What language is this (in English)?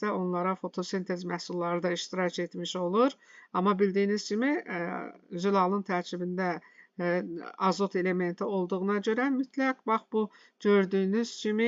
Azerbaijani